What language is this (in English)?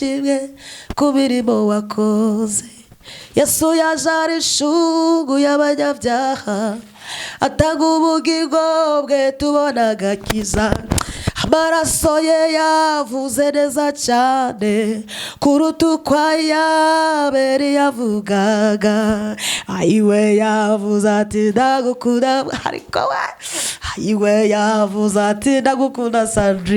Kinyarwanda